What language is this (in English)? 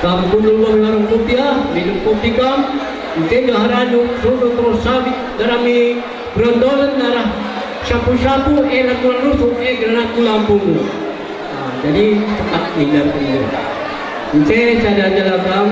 Batak Karo